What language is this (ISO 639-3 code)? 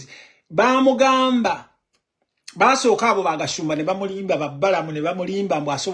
lug